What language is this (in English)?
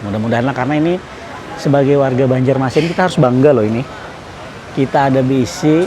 Banjar